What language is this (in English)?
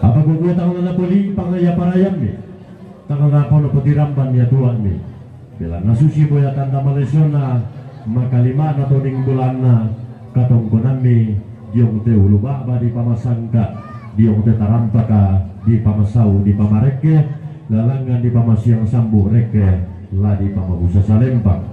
Toraja-Sa'dan